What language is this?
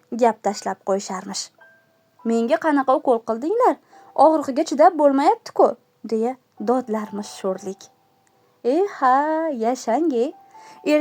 Uzbek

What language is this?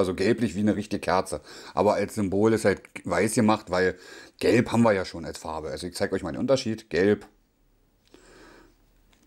German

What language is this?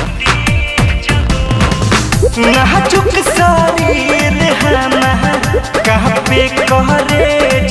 Bhojpuri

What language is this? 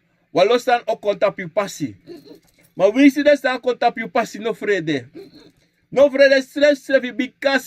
Sranan Tongo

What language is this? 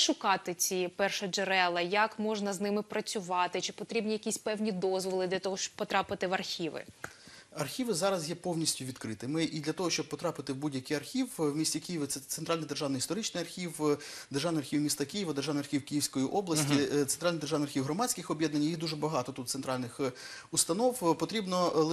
Ukrainian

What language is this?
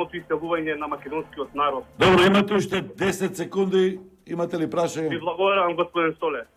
Macedonian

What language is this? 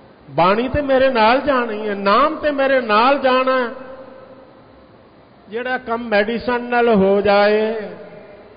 Punjabi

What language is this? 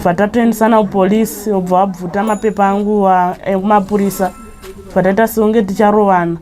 Shona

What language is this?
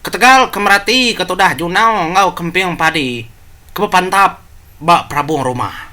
Iban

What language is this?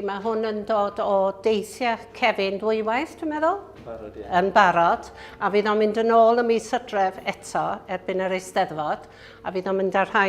Welsh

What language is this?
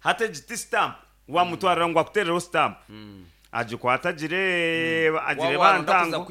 Nyankole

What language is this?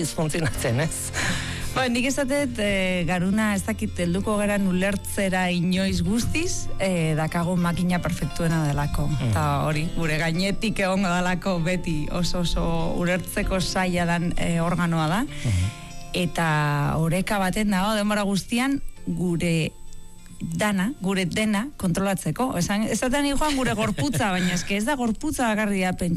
Basque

